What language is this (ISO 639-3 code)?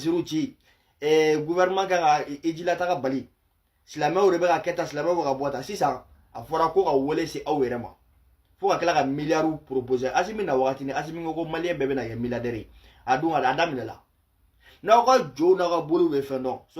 bam